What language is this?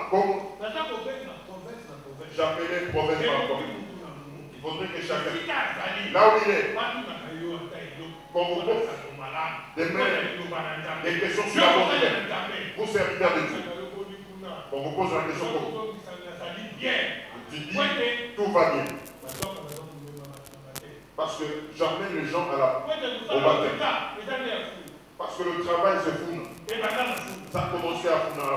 French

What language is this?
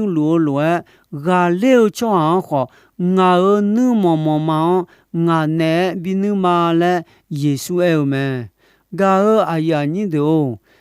Akha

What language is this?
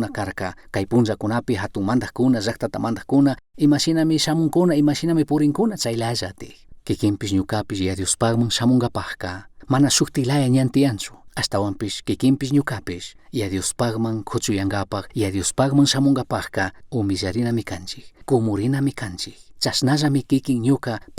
Chimborazo Highland Quichua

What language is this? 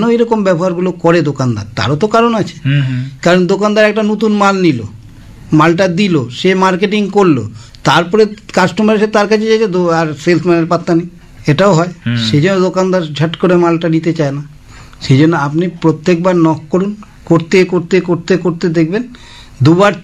Bangla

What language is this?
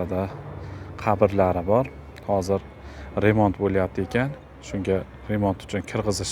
Uzbek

